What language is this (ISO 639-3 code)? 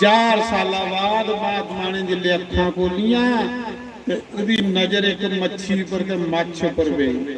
doi